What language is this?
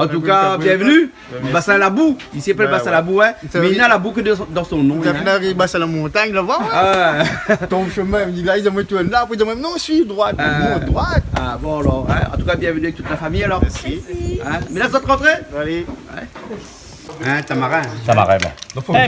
Réunion Creole French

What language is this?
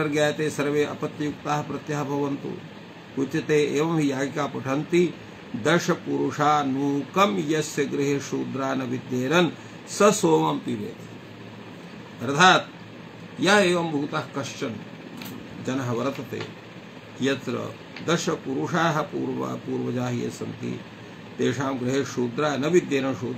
Sanskrit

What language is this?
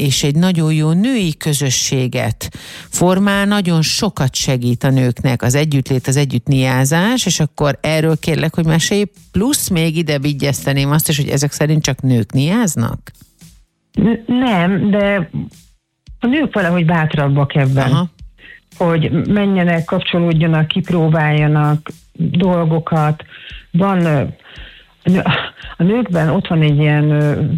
Hungarian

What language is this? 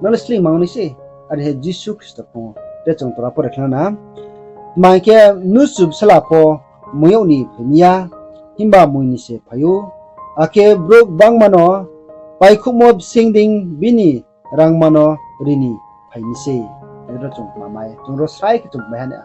Riang (India)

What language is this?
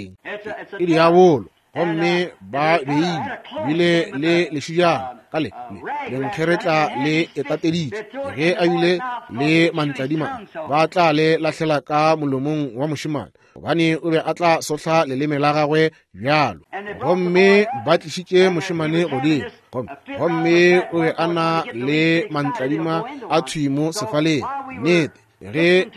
Northern Sotho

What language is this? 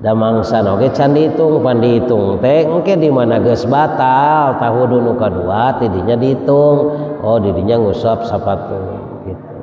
Sundanese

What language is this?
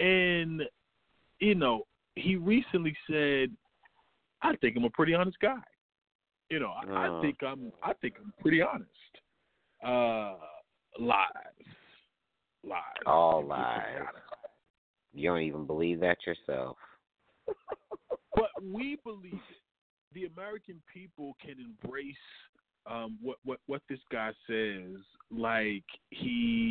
English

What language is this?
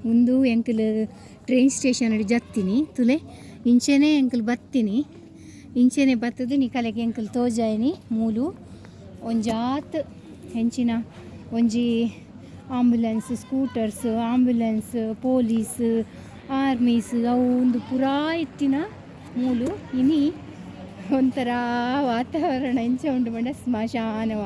Tulu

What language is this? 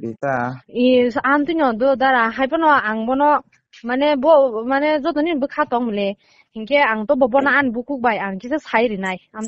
Kok Borok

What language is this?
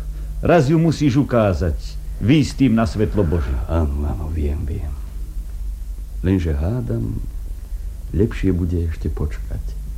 Slovak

